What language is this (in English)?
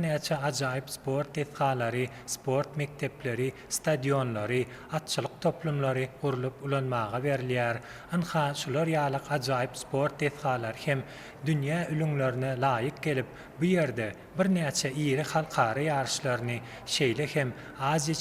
Turkmen